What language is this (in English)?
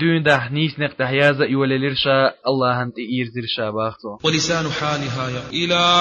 Chechen